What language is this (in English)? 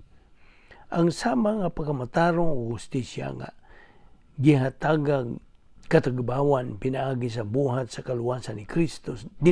Cebuano